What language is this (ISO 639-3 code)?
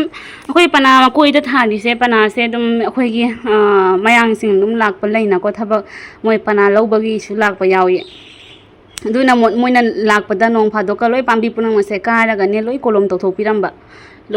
mni